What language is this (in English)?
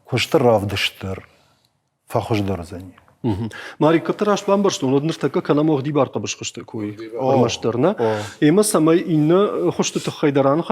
Ossetic